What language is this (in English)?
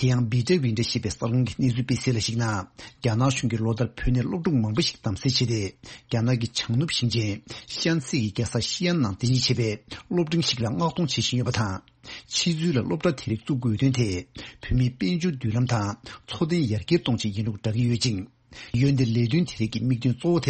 Tibetan